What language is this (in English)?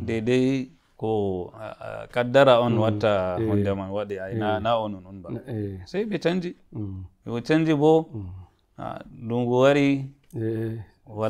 Nigerian Fulfulde